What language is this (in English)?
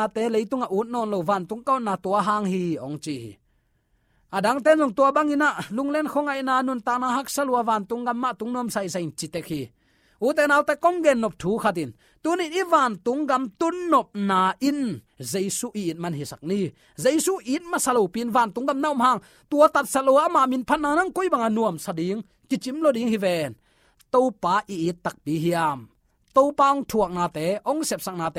Tedim Chin